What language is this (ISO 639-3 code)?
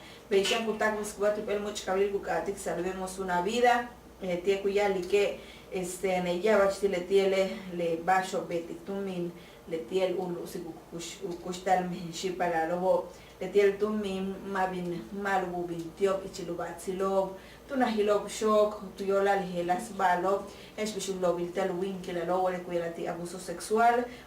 yua